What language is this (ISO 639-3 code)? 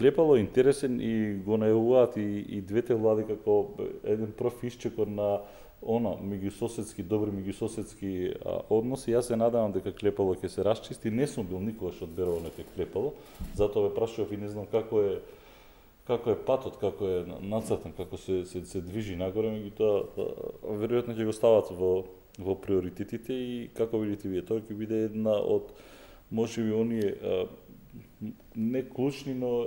mkd